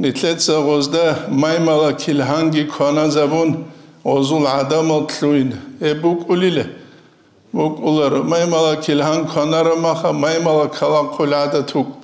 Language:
Avaric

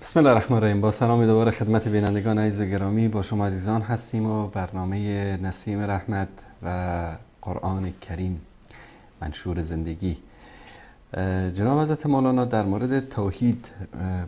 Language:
Persian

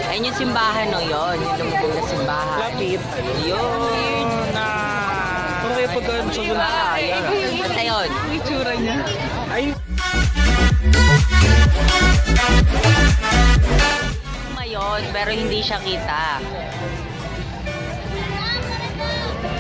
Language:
Filipino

